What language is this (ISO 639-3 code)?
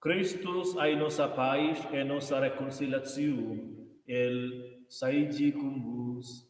roh